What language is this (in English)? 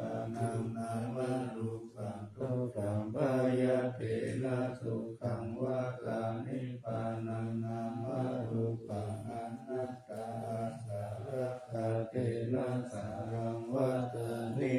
Pali